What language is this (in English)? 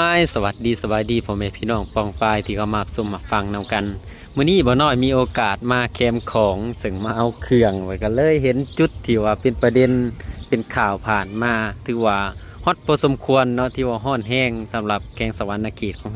Lao